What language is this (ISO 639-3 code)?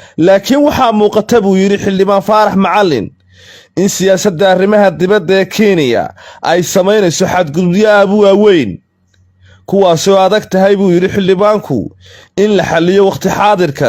som